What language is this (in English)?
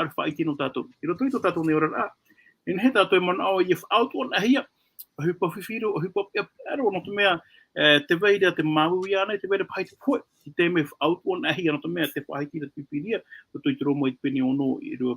Tahitian